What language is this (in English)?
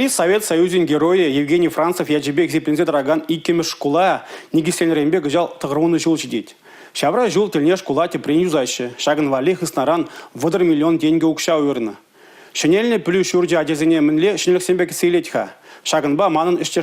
Chuvash